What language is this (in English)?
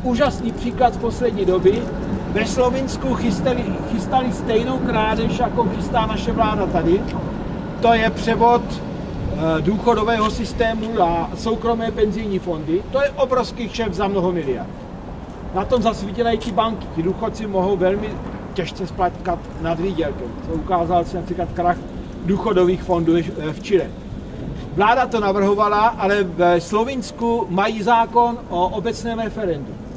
Czech